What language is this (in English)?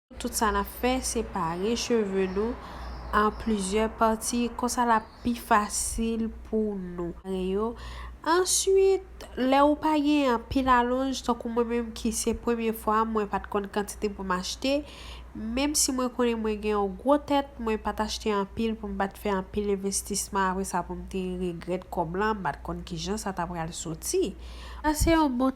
Haitian Creole